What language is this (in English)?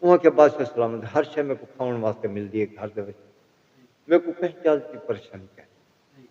Saraiki